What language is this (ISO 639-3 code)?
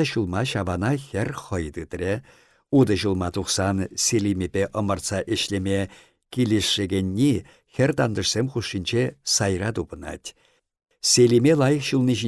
chv